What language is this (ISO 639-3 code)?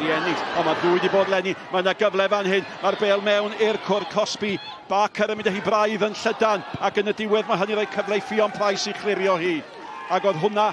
cym